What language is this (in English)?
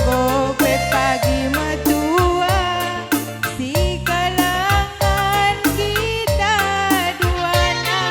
Batak Karo